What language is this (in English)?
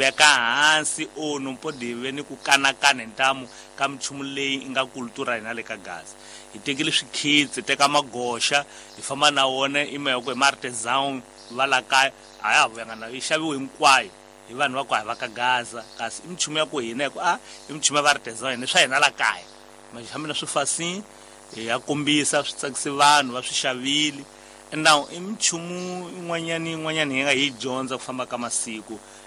Tsonga